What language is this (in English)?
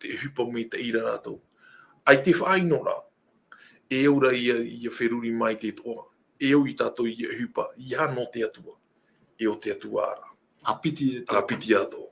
Tahitian